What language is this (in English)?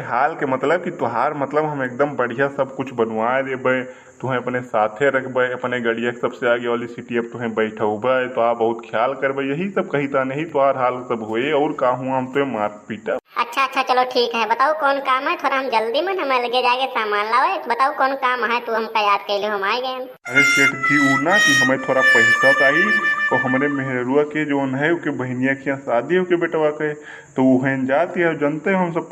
Awadhi